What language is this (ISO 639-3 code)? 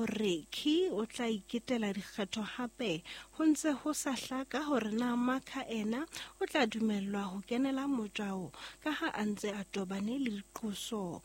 sot